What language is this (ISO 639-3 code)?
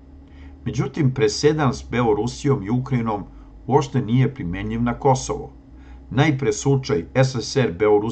srp